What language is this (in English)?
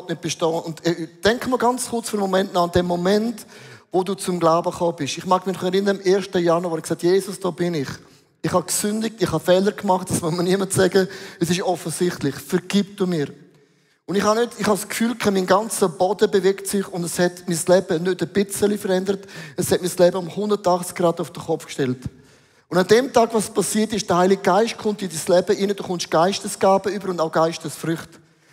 Swiss German